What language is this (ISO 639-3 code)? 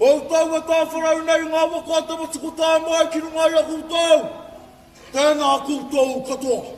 mri